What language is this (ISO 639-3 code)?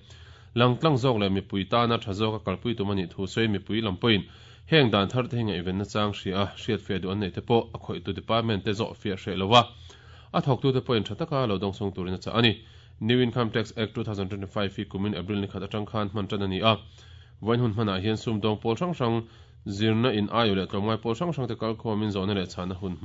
lus